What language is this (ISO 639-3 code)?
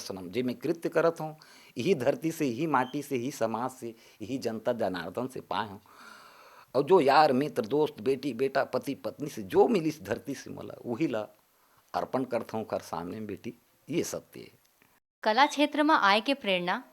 hne